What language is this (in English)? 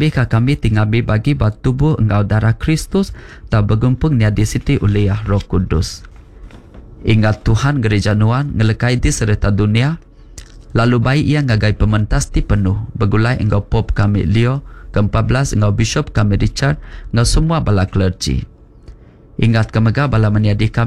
Iban